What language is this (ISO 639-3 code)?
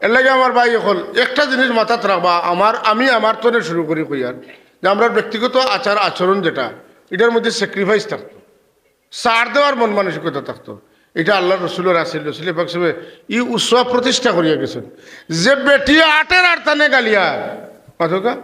syl